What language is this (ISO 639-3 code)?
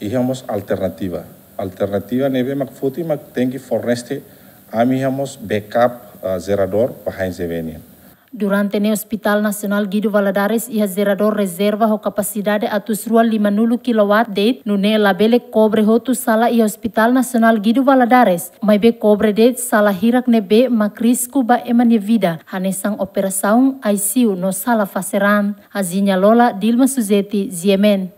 tet